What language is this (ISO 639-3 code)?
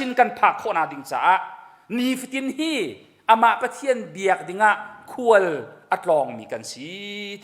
cnh